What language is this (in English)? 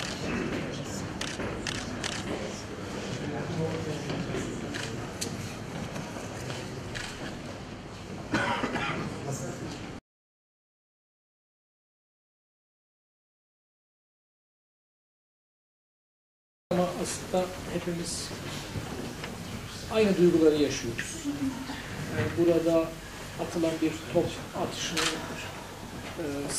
Turkish